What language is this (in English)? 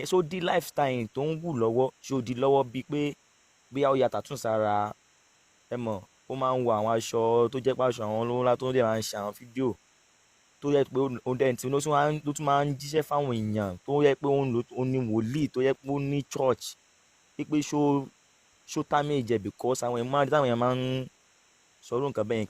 Yoruba